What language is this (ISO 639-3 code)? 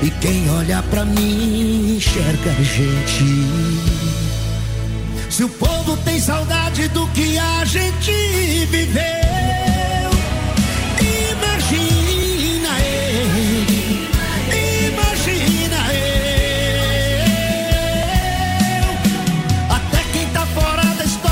por